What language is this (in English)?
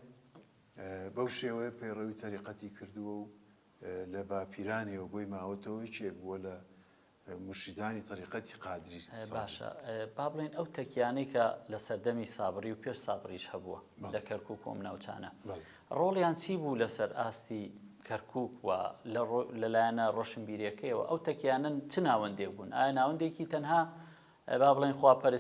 Central Kurdish